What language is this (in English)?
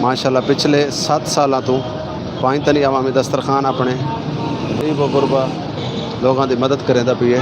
Saraiki